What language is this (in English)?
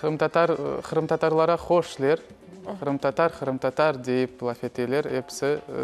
Crimean Tatar